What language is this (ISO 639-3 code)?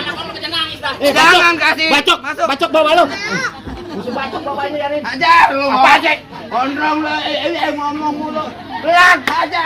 bew